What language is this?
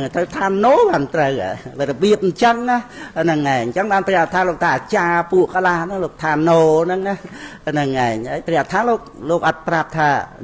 Khmer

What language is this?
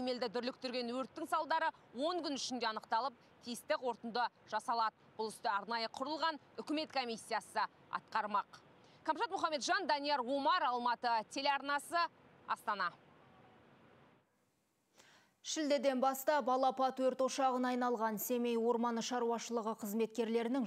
Kazakh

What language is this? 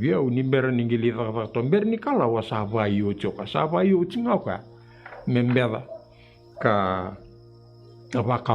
Fijian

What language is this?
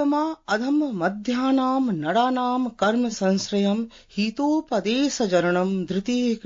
Sanskrit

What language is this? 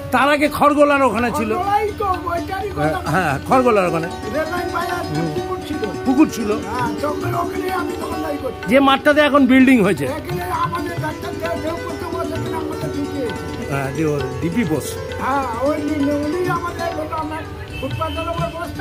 Bangla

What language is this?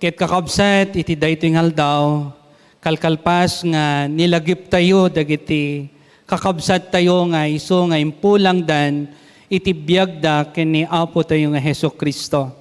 Iloko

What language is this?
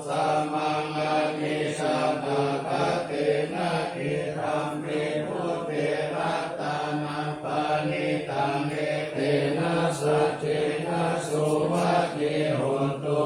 Pali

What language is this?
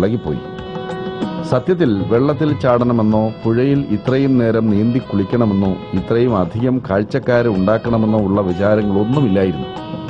Malayalam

